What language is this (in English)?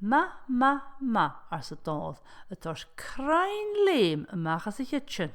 Scottish Gaelic